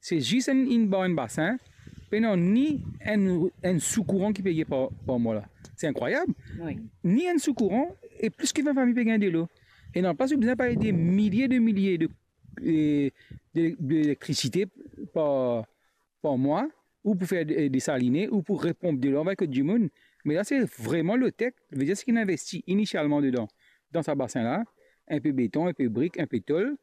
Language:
Morisyen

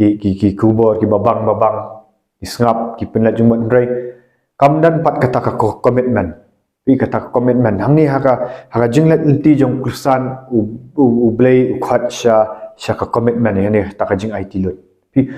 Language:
Khasi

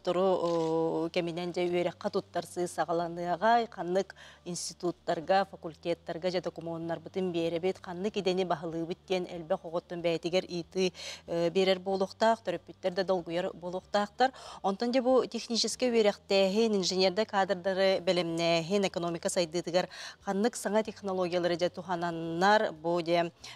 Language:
Yakut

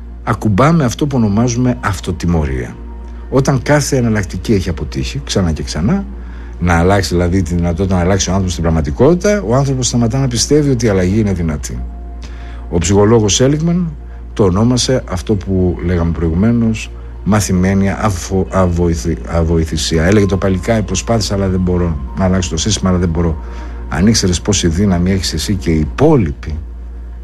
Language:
Greek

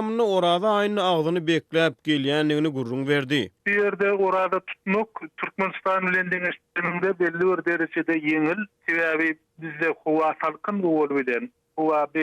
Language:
Turkmen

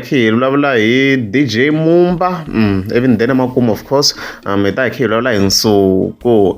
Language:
Tsonga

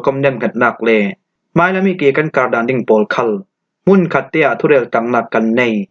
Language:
Falam Chin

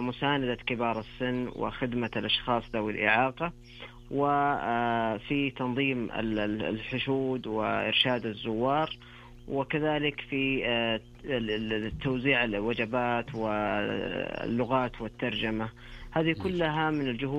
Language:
Najdi Arabic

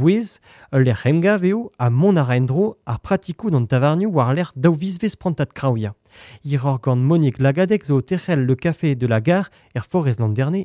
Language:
Breton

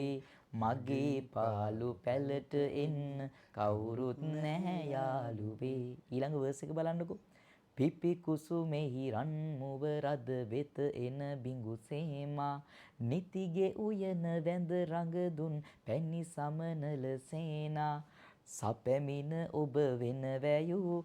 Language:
Sinhala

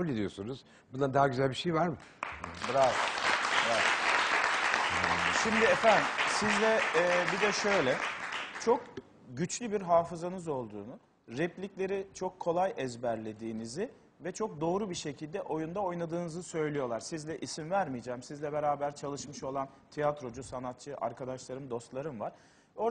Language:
Turkish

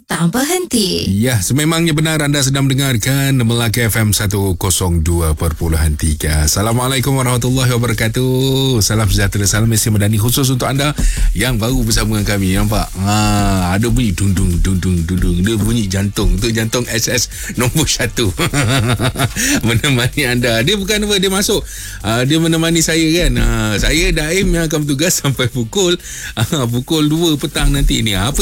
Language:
Malay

